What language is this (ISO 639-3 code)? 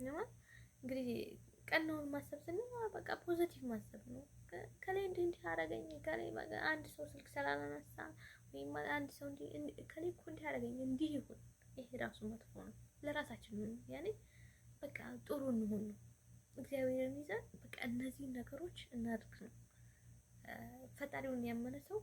amh